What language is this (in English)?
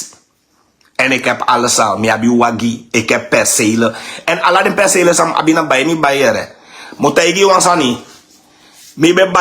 Sranan Tongo